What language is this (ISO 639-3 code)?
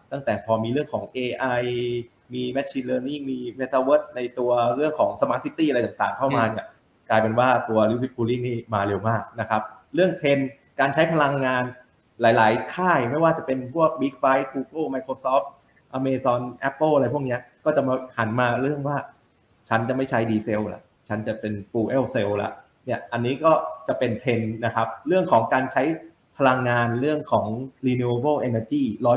tha